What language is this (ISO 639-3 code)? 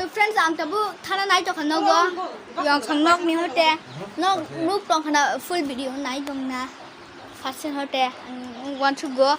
trp